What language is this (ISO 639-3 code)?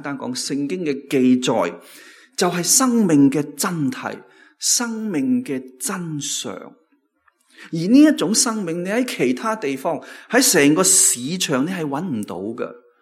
yue